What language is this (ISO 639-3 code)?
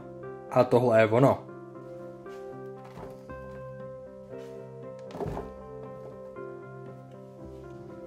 ces